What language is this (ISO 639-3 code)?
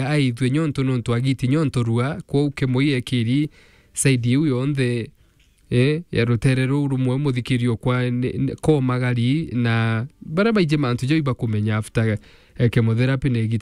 mer